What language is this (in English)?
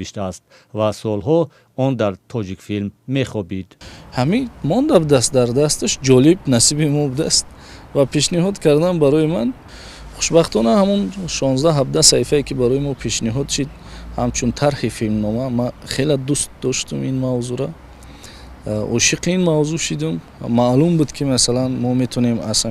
Tajik